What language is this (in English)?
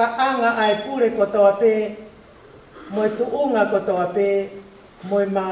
Tongan